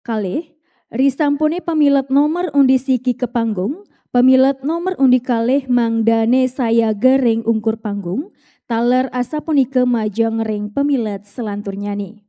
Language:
Balinese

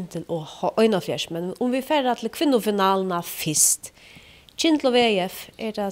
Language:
Faroese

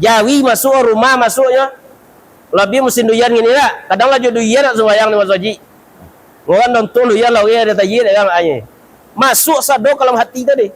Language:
Minangkabau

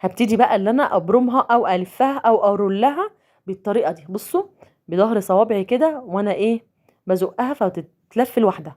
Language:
Egyptian Arabic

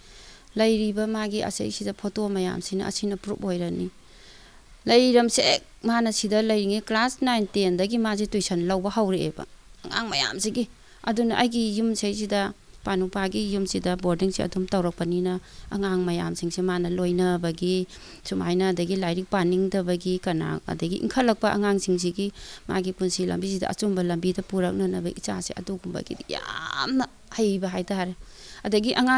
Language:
Manipuri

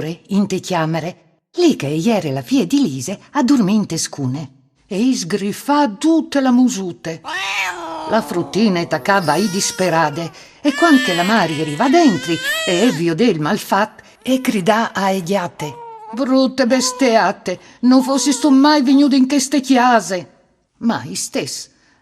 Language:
Friulian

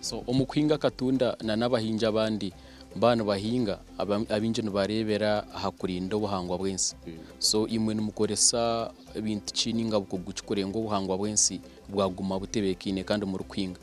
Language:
Nyankole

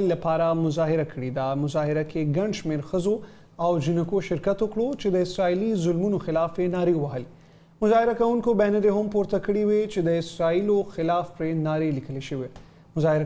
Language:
Pashto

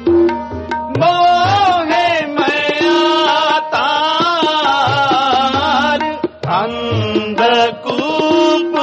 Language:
Punjabi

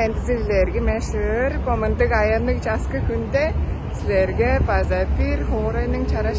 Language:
Tuvinian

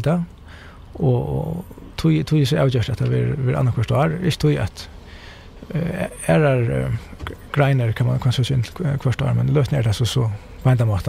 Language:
Faroese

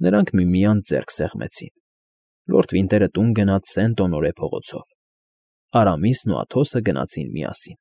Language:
Armenian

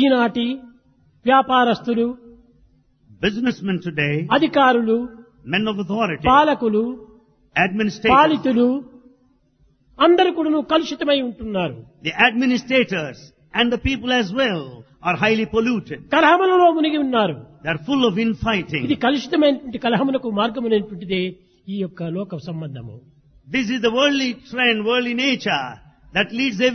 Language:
Telugu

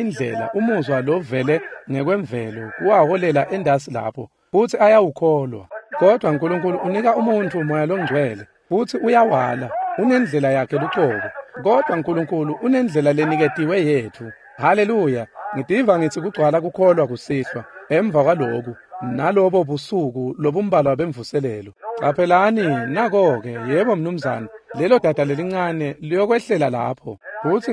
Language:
Swati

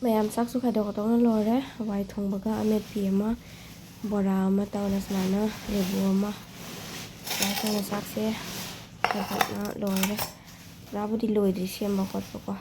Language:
Manipuri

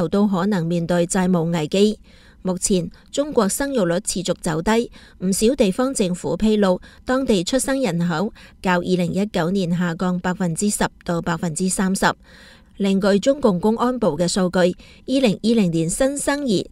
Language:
Cantonese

